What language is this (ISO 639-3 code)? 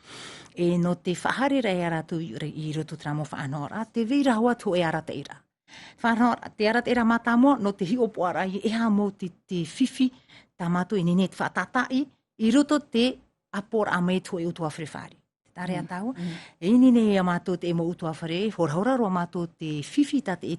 tah